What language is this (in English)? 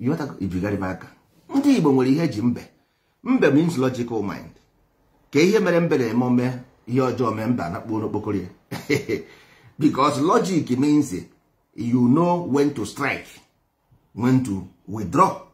Igbo